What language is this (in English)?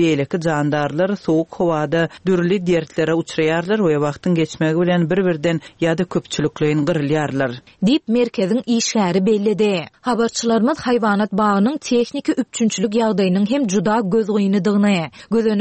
Turkmen